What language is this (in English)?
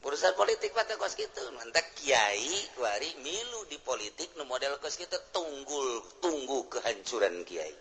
Sundanese